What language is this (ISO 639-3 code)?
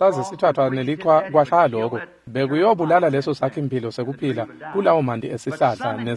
ssw